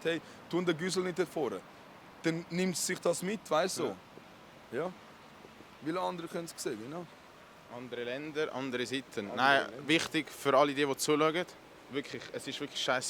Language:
Swiss German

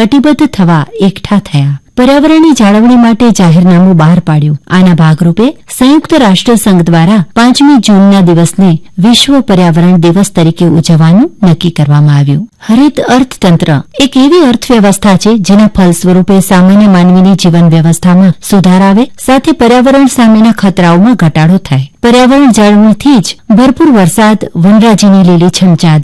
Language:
Gujarati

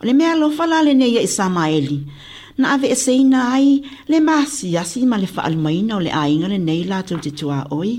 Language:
Samoan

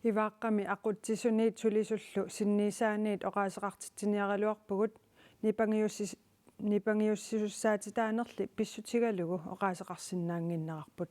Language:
Kalaallisut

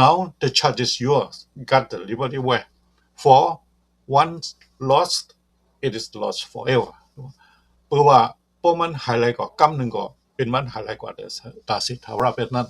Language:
Shan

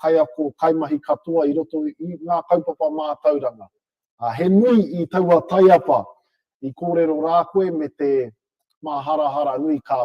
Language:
Māori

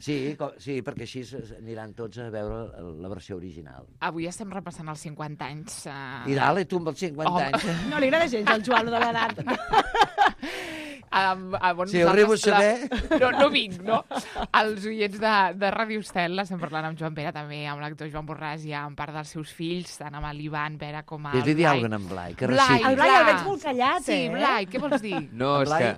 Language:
Catalan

